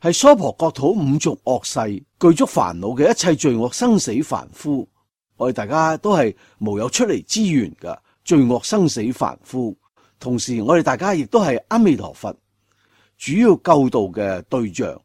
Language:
Cantonese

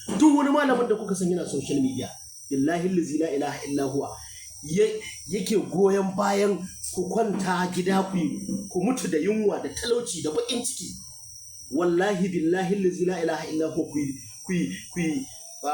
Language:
Hausa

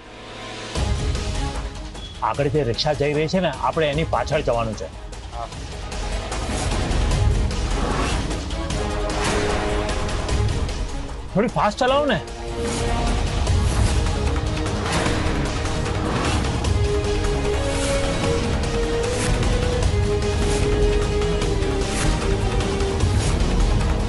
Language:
Gujarati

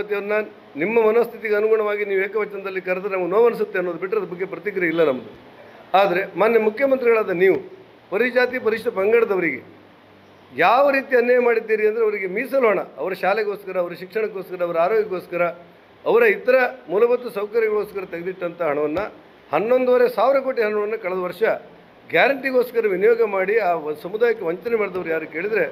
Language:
Kannada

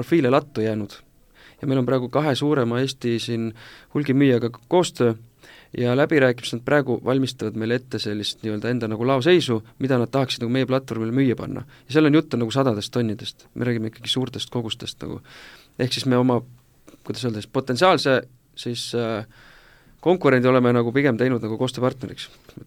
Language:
Estonian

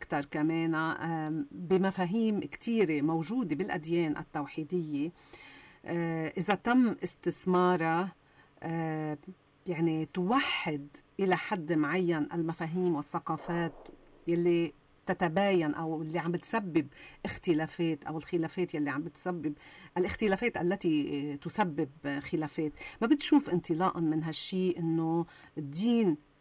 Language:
North Levantine Arabic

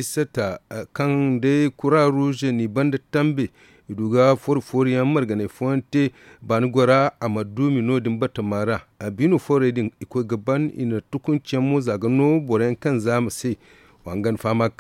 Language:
Zarma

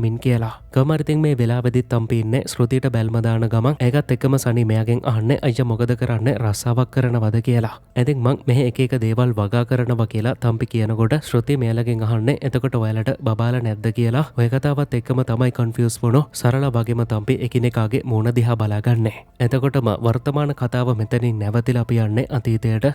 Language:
Sinhala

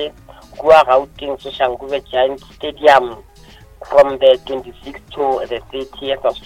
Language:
Northern Sotho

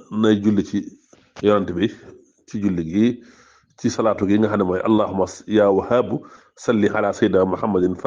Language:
Wolof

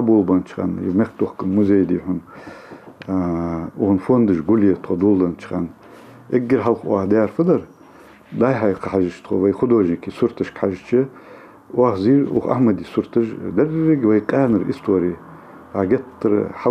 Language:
Ingush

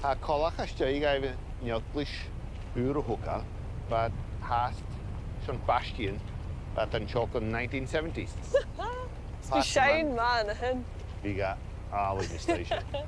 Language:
Scottish Gaelic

